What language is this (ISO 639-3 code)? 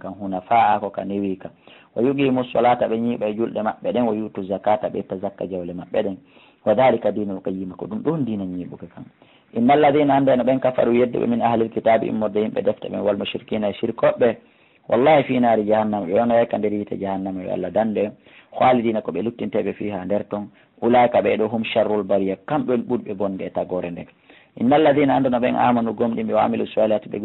ful